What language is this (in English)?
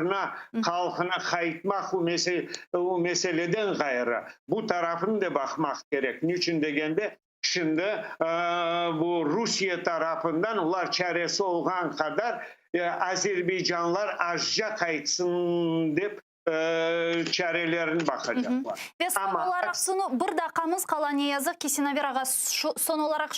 Crimean Tatar